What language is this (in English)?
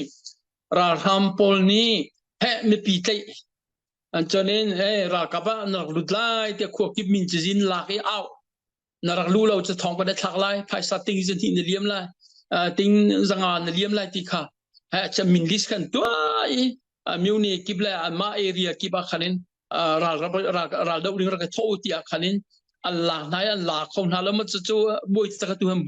Hakha Chin